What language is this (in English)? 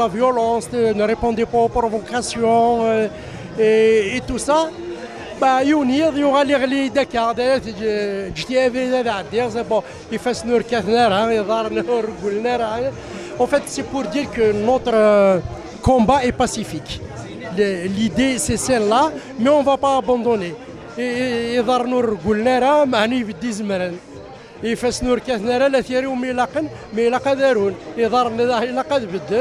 Kabyle